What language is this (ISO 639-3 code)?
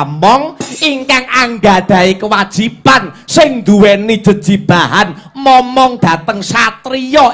jav